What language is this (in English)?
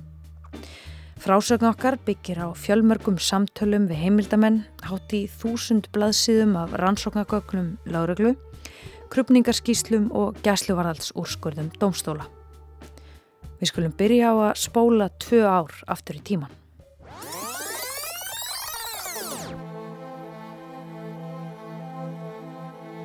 Icelandic